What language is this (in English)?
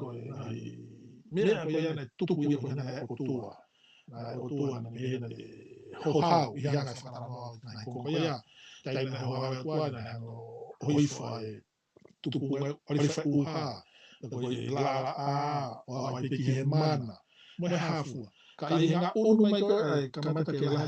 Tongan